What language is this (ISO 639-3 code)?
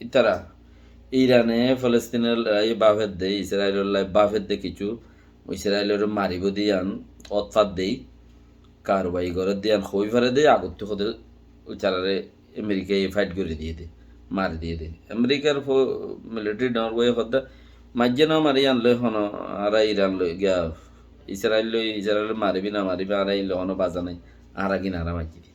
rhg